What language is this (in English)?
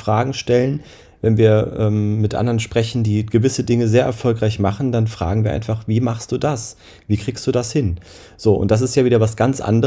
German